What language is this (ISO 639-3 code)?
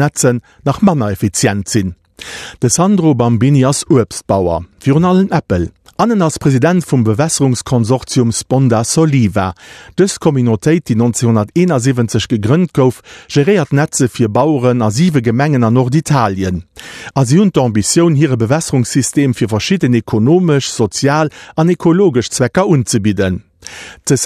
ltz